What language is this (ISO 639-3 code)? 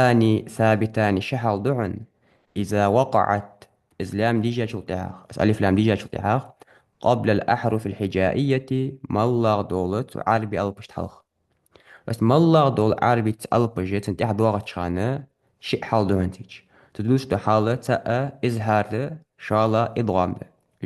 inh